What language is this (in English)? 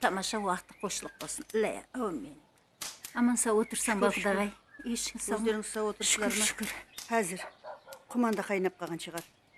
Kara-Kalpak